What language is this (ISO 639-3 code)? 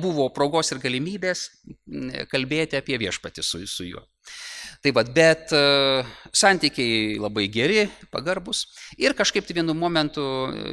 lit